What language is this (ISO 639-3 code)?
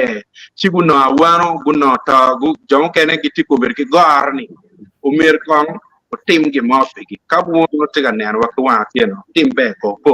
ach